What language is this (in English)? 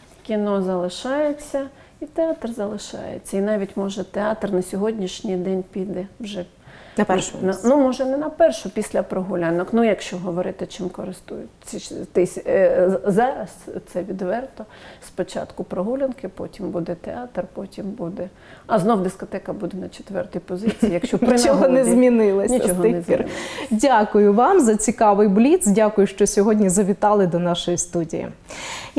Ukrainian